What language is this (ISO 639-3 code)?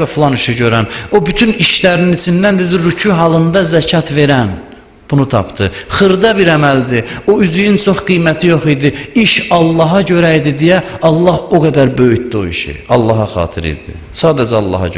aze